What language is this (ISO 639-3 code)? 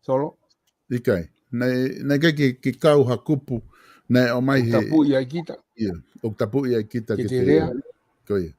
ton